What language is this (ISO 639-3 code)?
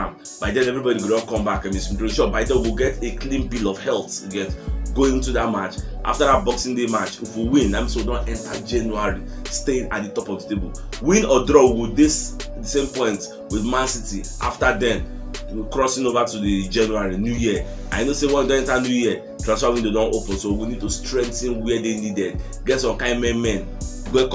pcm